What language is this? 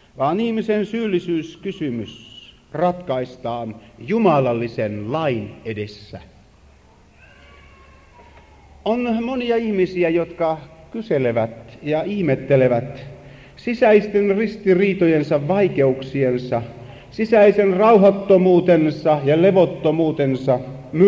Finnish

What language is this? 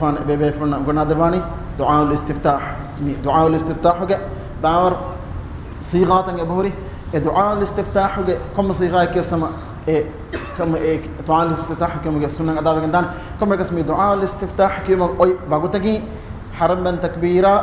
Divehi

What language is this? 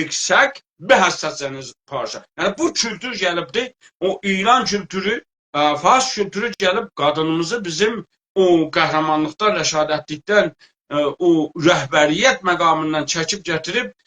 South Azerbaijani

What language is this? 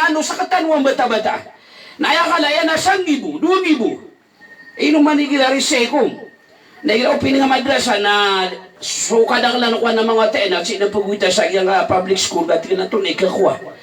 Maranao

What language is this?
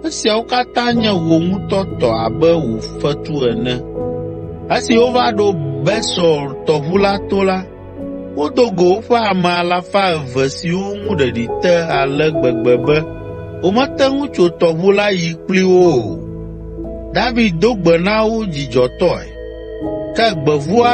Ewe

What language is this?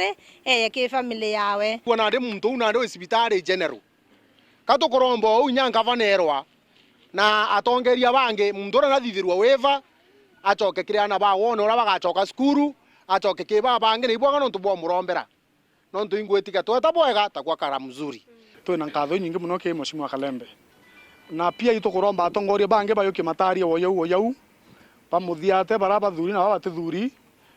Meru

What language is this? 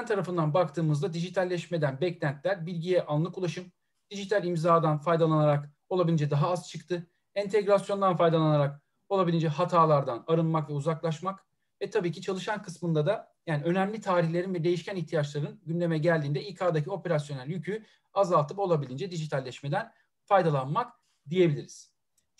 Turkish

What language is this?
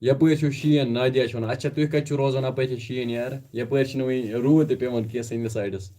Kashmiri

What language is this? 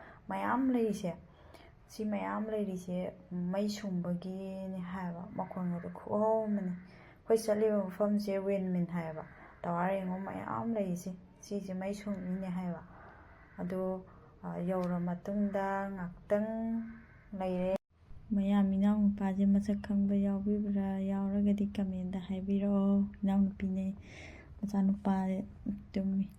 Manipuri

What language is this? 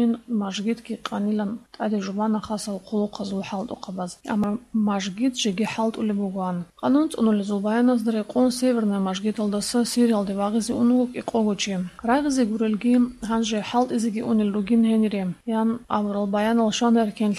Avaric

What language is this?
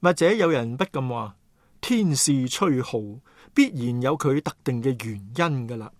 Cantonese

